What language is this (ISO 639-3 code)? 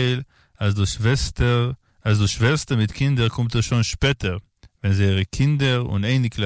yid